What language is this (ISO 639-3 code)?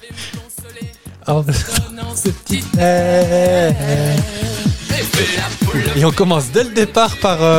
fra